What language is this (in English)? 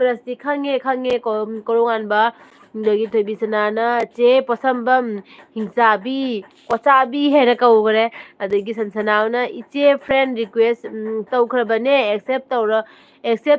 Manipuri